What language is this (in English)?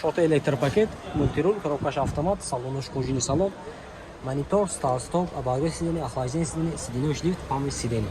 Tajik